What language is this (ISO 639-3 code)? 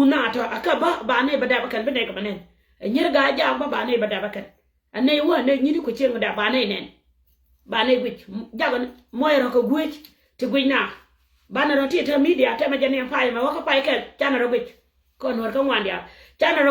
nus